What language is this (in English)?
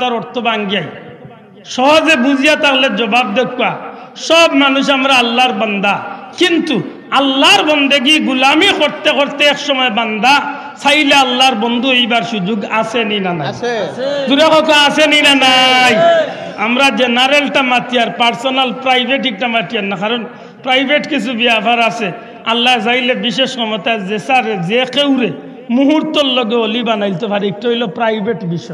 Sylheti